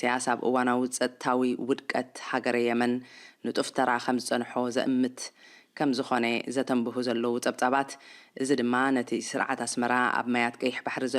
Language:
Tigrinya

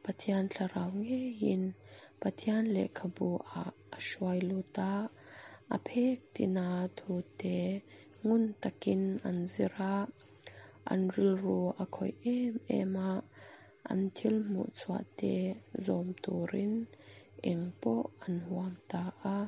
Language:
Mizo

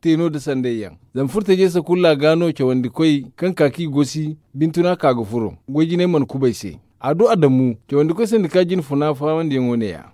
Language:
Zarma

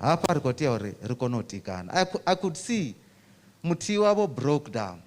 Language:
Venda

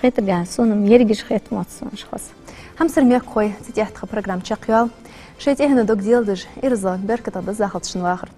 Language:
Ingush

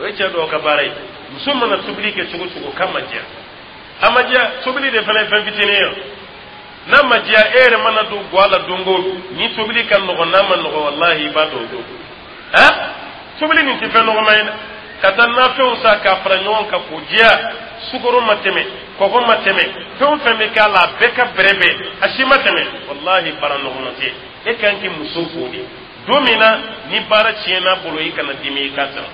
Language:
Dyula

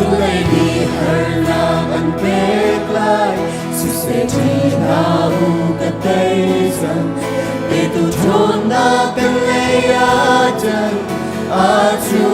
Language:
Hakha Chin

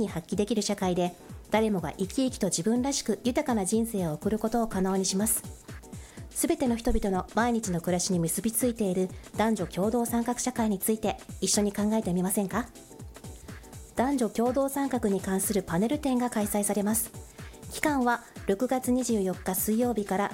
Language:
Japanese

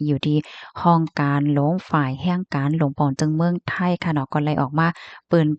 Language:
Shan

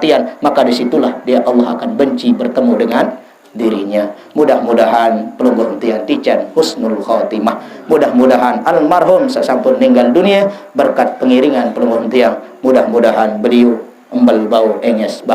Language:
Sasak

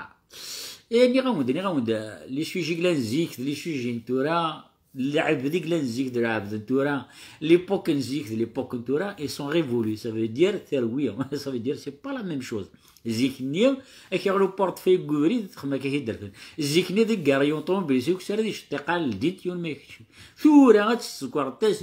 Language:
Kabyle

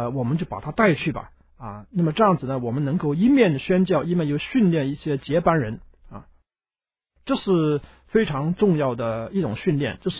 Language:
Chinese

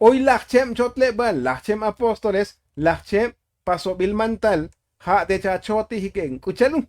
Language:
Tzotzil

